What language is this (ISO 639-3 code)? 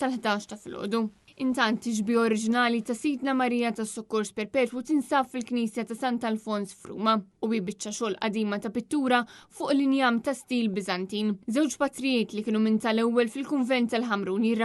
mlt